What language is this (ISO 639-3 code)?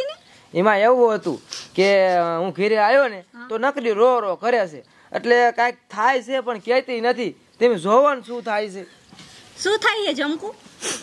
guj